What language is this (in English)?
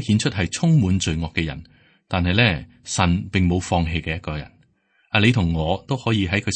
Cantonese